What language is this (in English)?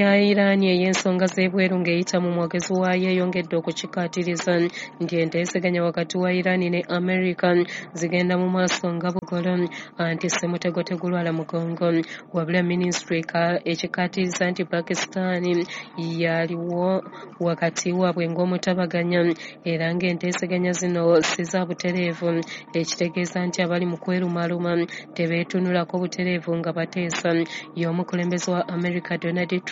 Ganda